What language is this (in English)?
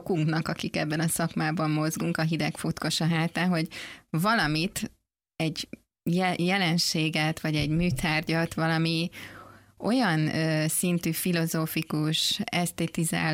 Hungarian